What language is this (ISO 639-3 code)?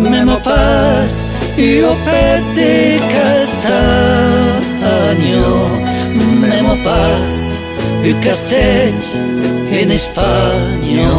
oci